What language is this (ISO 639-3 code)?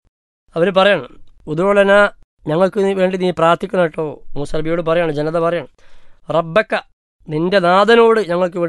mal